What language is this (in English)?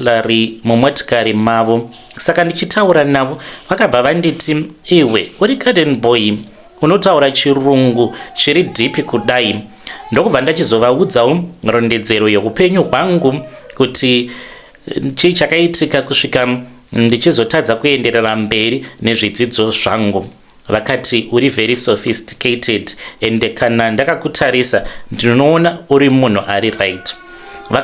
Shona